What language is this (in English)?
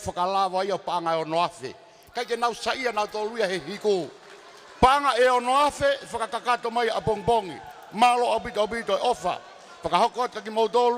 Tongan